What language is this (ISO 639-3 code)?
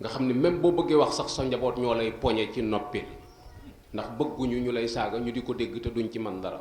wol